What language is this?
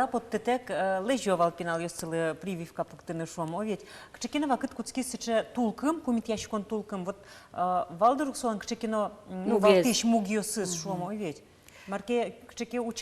Udmurt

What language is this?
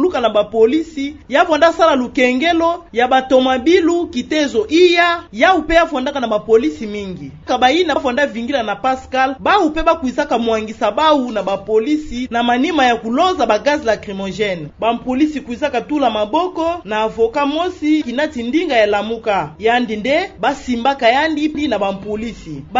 Kituba (Democratic Republic of Congo)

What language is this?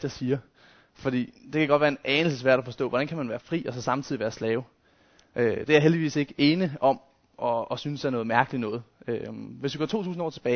Danish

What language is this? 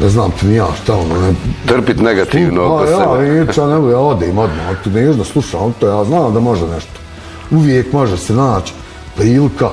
Bosnian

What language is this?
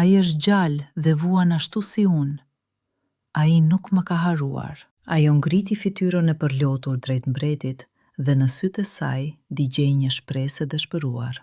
Albanian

